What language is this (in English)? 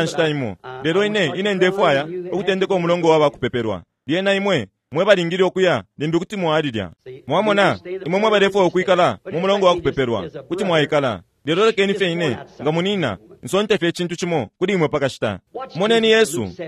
Bemba